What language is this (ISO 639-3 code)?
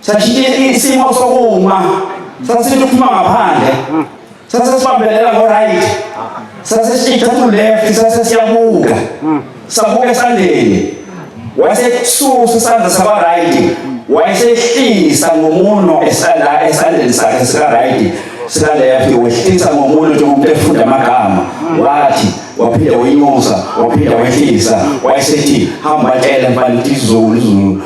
zul